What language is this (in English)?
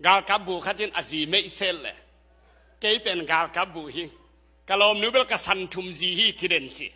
Tedim Chin